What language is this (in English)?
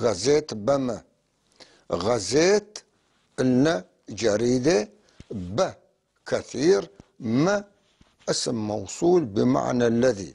North Levantine Arabic